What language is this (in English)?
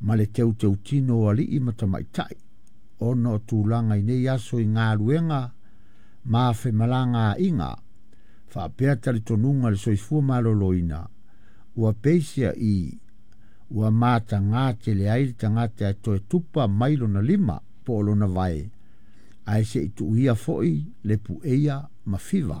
Samoan